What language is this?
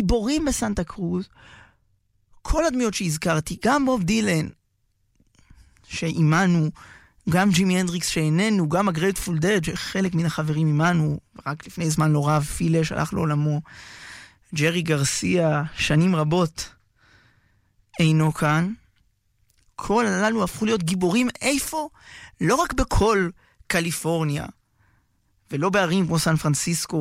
Hebrew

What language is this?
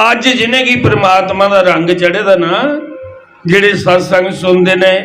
Dogri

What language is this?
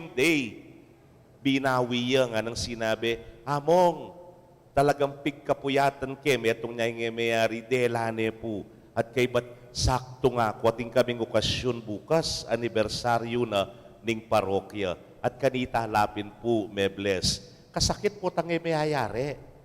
Pampanga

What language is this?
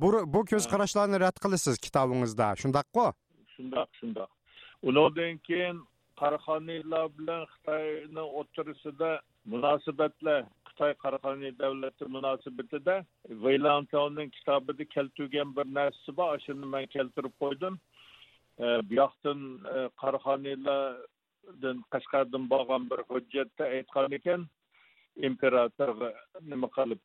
Uyghur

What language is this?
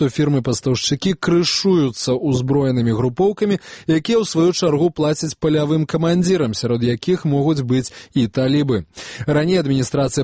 Belarusian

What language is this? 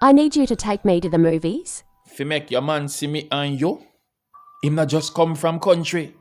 Jamaican Creole English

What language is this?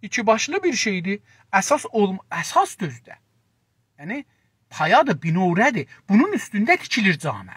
South Azerbaijani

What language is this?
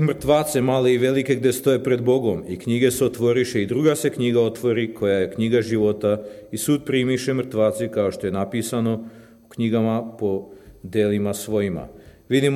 Serbian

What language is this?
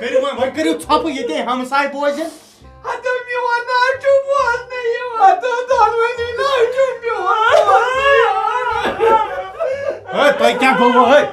Kashmiri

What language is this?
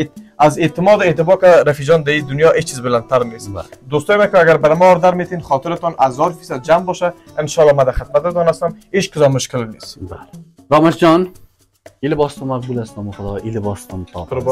Persian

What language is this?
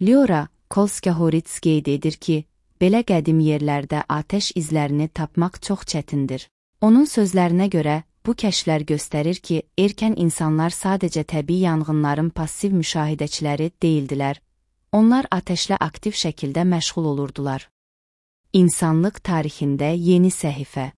Azerbaijani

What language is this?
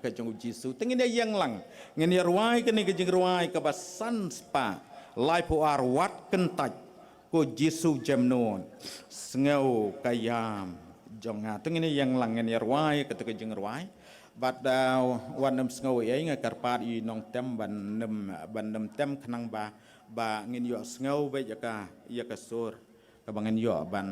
Khasi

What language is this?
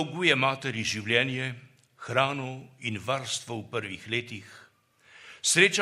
Slovenian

